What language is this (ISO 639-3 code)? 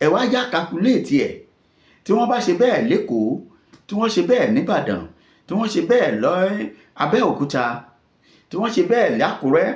yor